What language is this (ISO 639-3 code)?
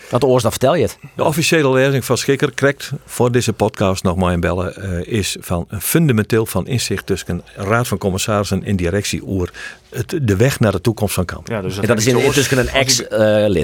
fry